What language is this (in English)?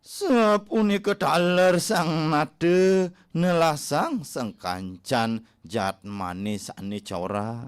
Balinese